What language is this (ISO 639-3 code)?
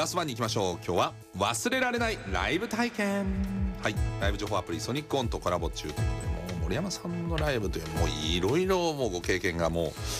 jpn